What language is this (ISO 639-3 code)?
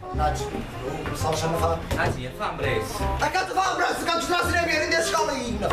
nap